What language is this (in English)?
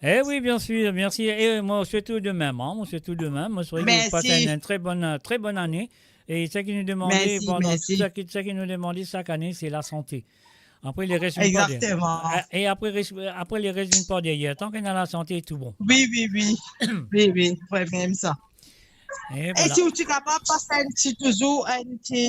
Morisyen